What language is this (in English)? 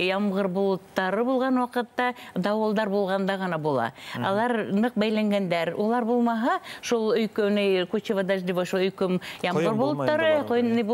Bashkir